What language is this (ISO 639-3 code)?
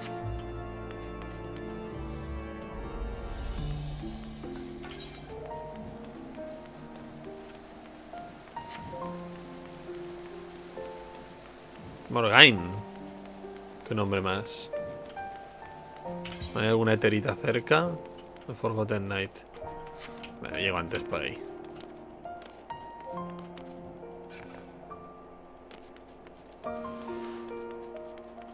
spa